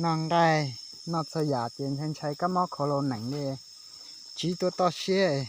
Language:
Hmong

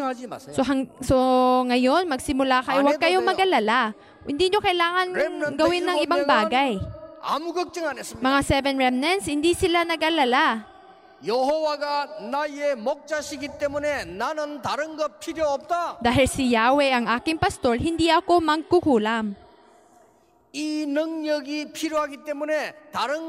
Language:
Filipino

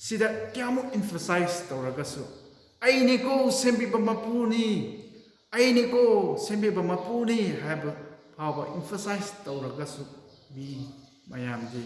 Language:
Manipuri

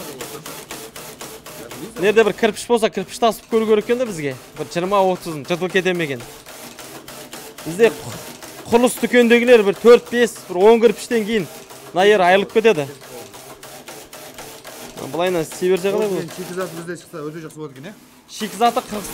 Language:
Kazakh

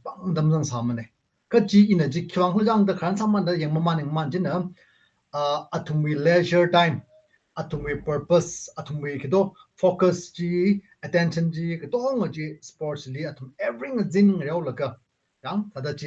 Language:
Tangkhul Naga (India)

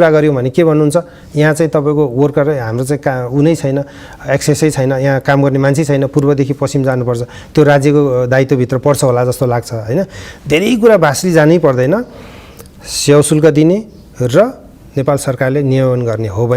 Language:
Nepali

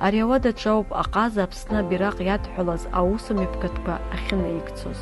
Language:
Abkhazian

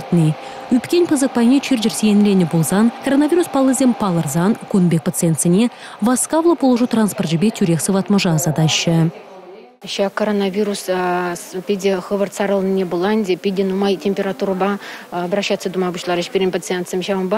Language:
Chuvash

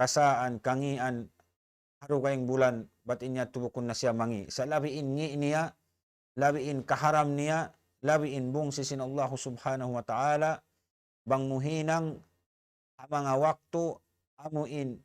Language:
Tausug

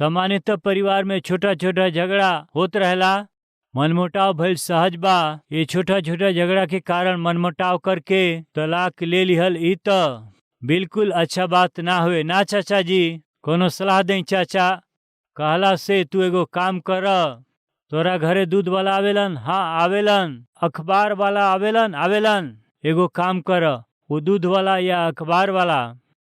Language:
Bhojpuri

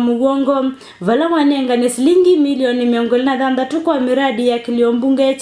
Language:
Kamba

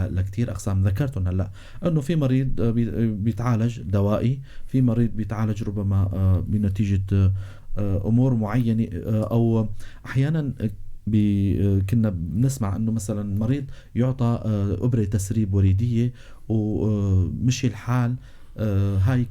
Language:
North Levantine Arabic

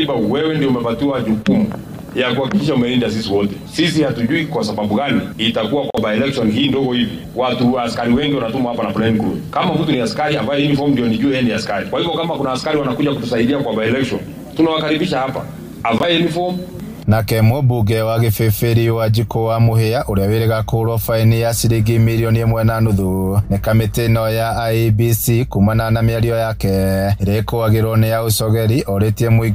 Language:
Kikuyu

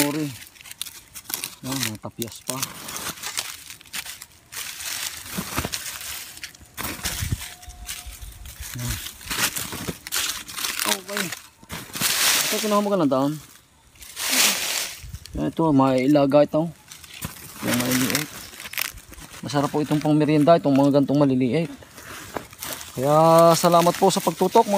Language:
Filipino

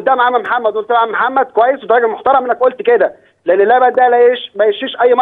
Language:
Egyptian Arabic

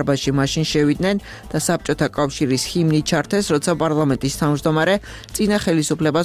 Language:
Georgian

